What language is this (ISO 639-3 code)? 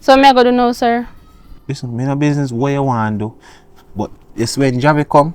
jam